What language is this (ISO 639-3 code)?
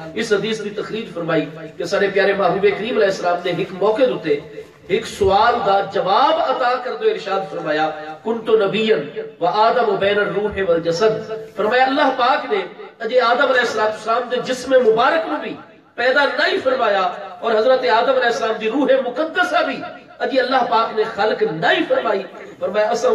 skr